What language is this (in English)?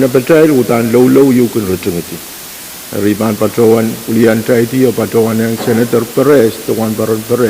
Pohnpeian